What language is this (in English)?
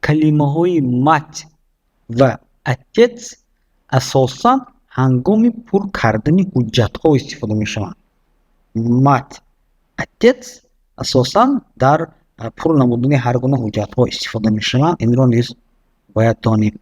Tajik